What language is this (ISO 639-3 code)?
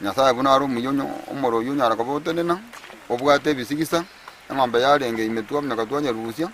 guz